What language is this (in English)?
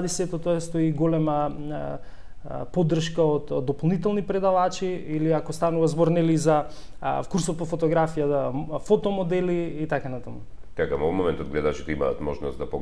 Macedonian